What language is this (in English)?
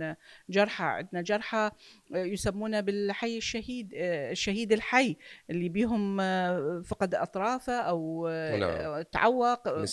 Mesopotamian Arabic